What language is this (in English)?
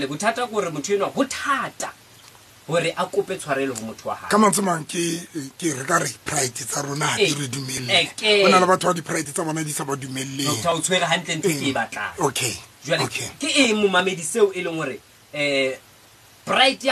Southern Sotho